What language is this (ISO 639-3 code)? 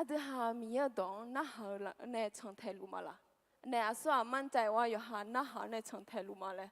ahk